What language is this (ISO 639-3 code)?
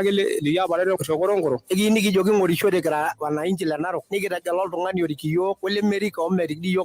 mas